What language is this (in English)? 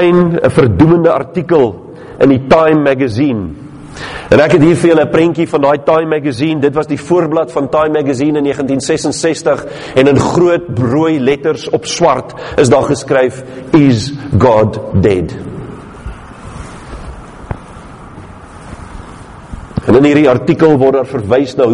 Afrikaans